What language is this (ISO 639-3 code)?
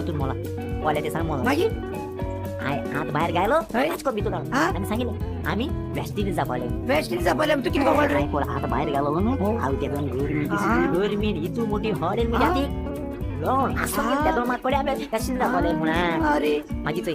kok